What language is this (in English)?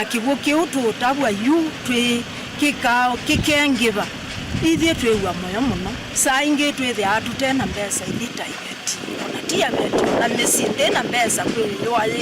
Kamba